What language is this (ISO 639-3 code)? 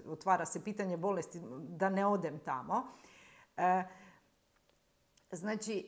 hrv